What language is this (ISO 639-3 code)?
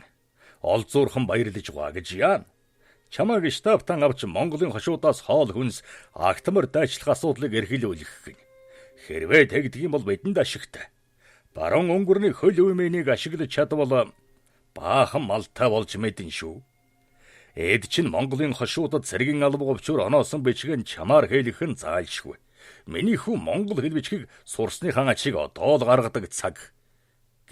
mon